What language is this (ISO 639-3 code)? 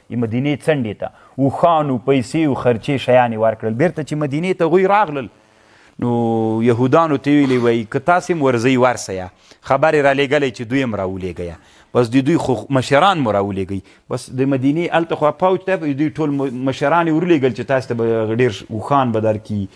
pus